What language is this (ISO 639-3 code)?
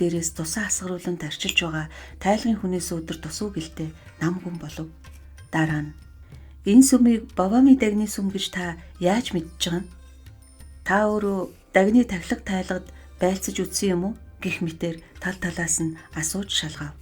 mon